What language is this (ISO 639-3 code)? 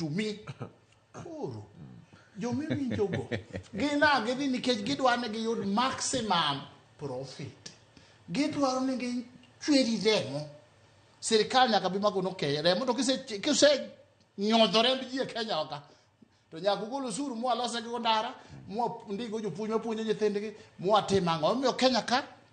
luo